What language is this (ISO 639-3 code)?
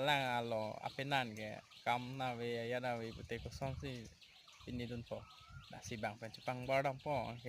mjw